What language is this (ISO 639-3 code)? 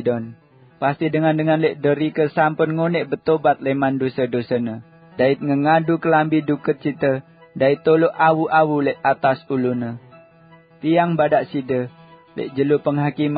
sas